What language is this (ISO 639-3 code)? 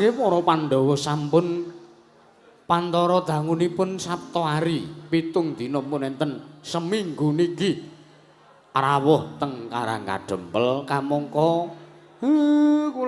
jav